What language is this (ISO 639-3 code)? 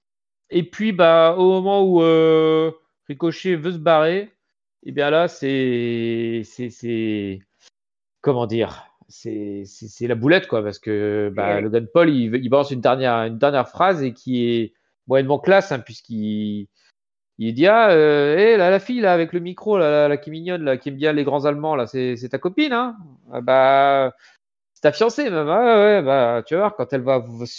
fra